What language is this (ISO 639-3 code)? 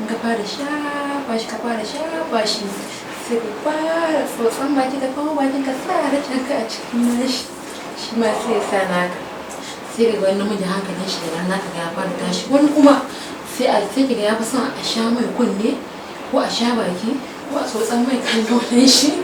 hau